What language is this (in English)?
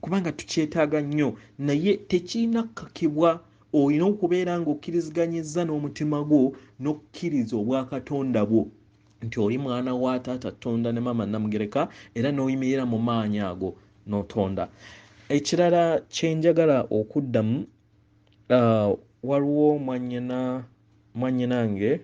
Ganda